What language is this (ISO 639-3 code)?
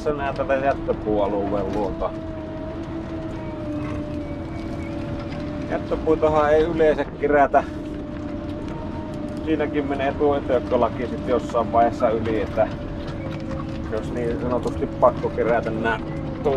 fin